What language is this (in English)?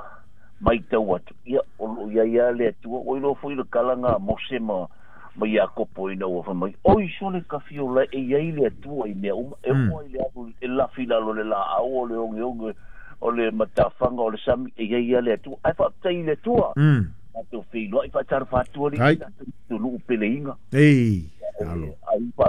Samoan